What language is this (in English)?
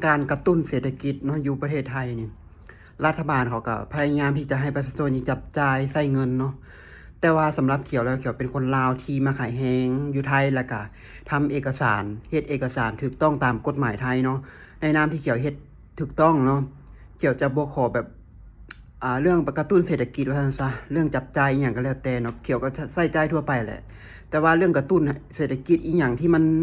Lao